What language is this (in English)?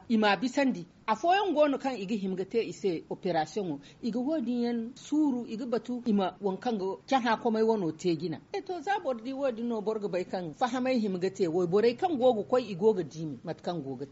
Zarma